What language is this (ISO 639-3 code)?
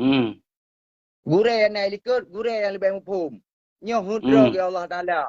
ace